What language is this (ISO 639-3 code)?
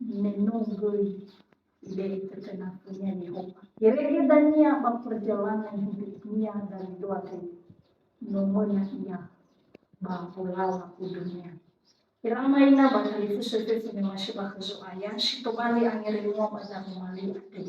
nia